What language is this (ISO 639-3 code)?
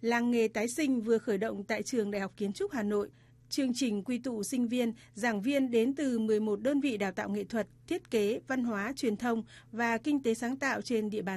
vie